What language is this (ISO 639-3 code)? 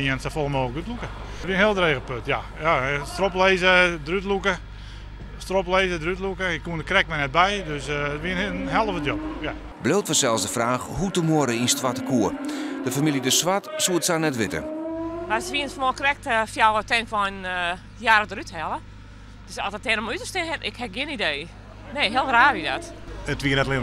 fry